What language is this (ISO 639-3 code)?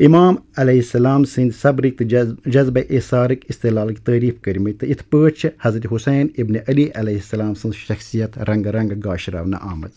kas